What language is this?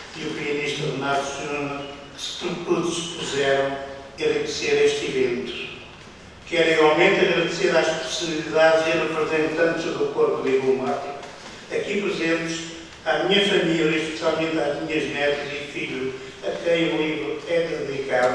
Portuguese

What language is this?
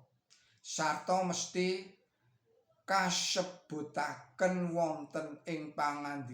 Javanese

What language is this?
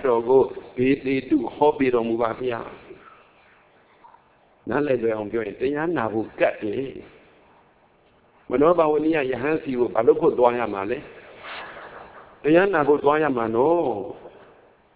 Burmese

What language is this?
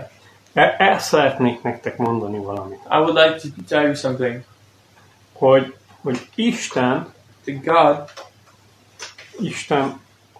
Hungarian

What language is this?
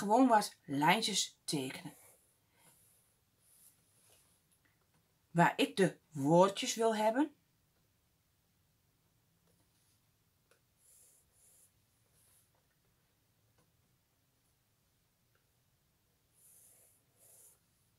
Dutch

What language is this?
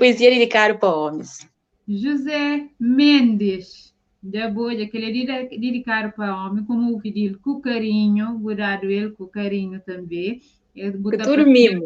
Kabuverdianu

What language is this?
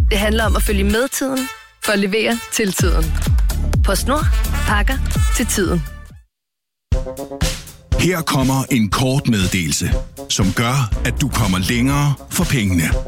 Danish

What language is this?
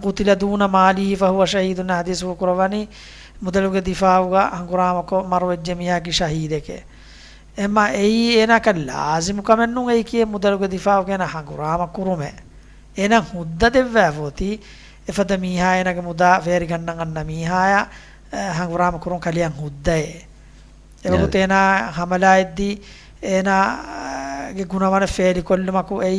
Divehi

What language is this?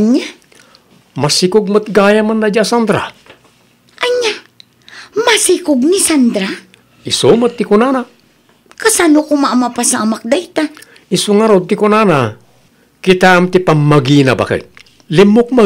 Iloko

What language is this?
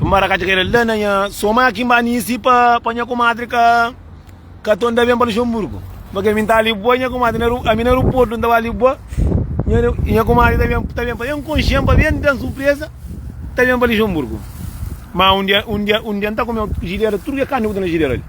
Kabuverdianu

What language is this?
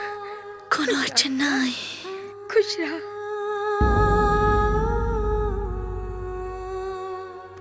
Bhojpuri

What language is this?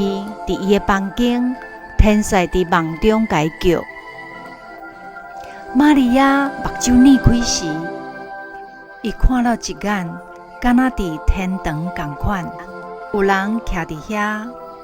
Min Nan Chinese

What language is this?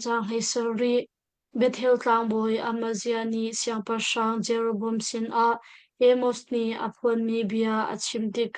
Hakha Chin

